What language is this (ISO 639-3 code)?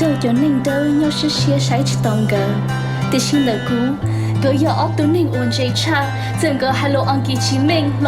hmn